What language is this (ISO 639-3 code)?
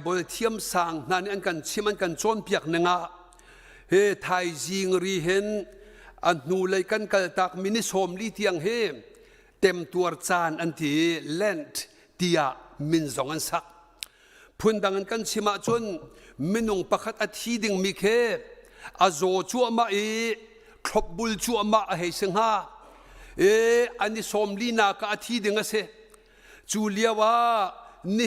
cnh